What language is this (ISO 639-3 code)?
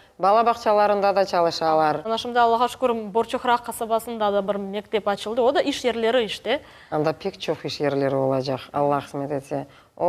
crh